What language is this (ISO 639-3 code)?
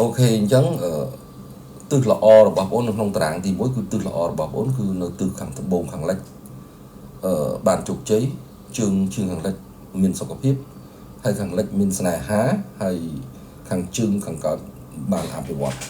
khm